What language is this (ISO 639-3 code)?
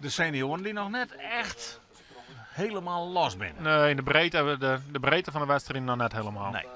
fry